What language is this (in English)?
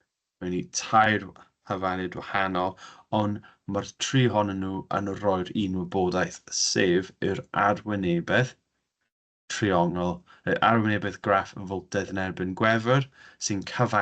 Welsh